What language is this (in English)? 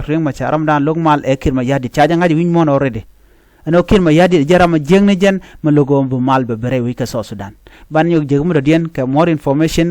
Nuer